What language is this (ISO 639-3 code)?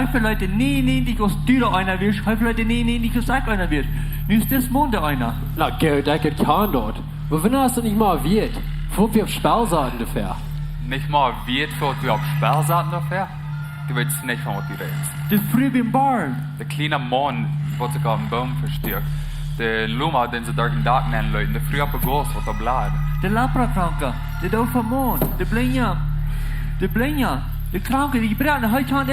pdt